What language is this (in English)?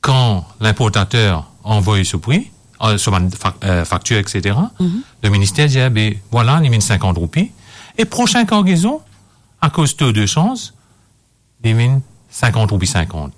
Morisyen